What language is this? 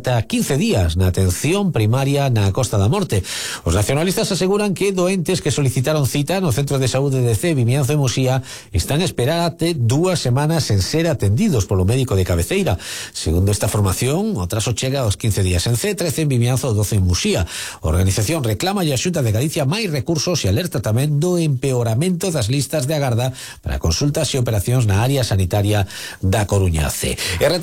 Galician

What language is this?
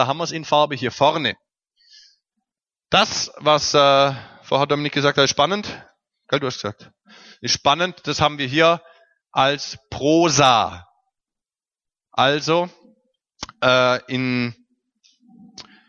German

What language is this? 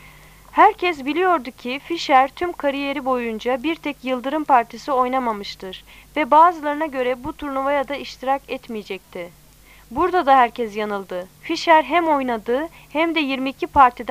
Turkish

